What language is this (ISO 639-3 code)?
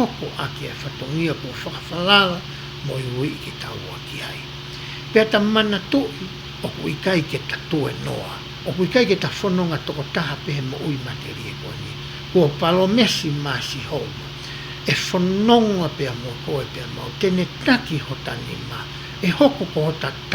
ton